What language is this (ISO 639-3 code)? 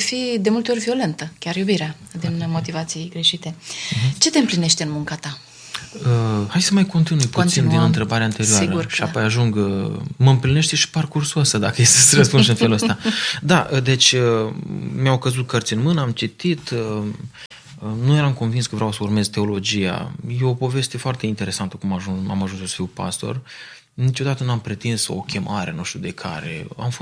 ron